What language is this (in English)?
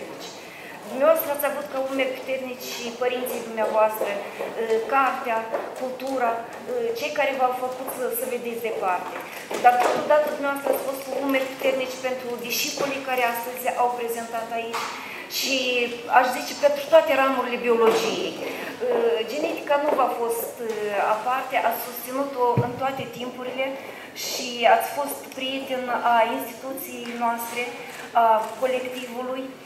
Romanian